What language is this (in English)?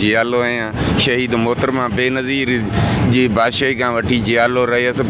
Sindhi